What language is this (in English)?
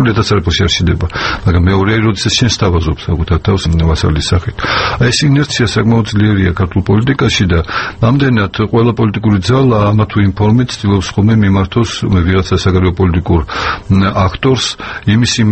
Georgian